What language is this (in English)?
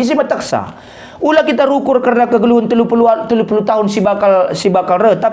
Batak Karo